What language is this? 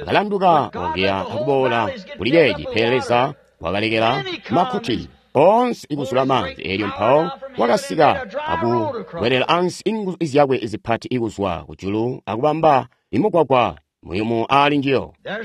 Tonga (Zambia)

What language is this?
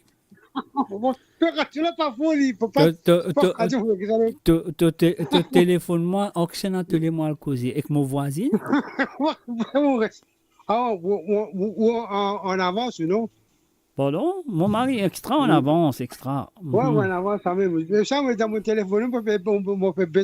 Morisyen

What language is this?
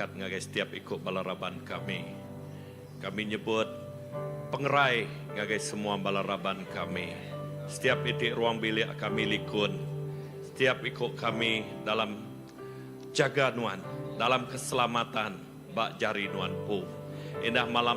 Iban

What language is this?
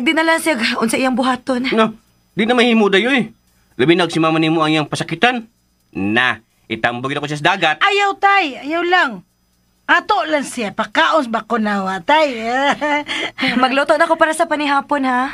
Cebuano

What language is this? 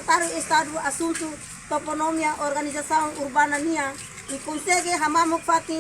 Tetum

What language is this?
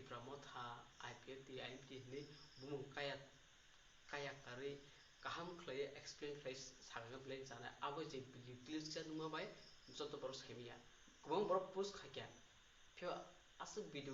Kok Borok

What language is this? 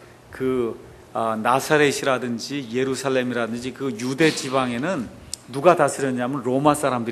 Korean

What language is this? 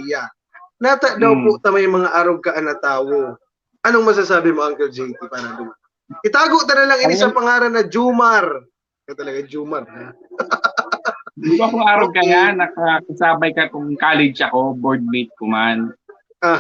Bikol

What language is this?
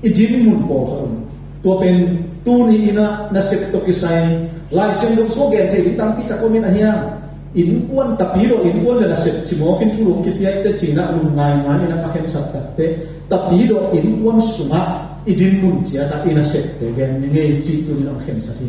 Tedim Chin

